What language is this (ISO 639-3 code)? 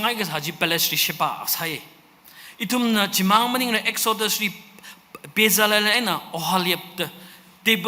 nmf